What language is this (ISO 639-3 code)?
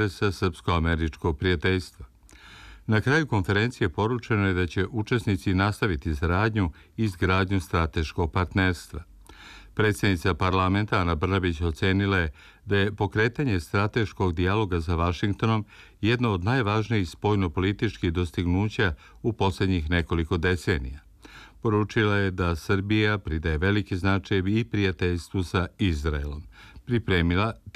srp